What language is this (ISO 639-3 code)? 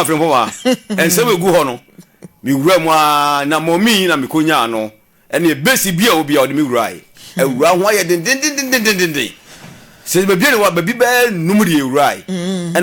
aka